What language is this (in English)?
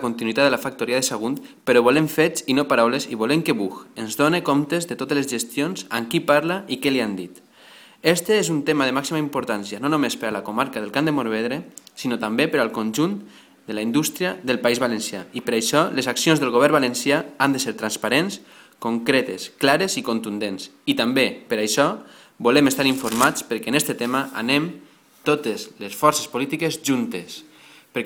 Catalan